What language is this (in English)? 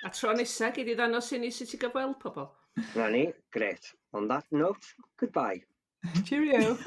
Welsh